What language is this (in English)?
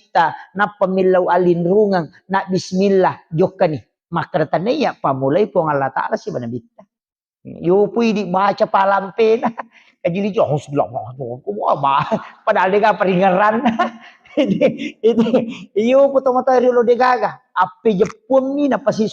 Buginese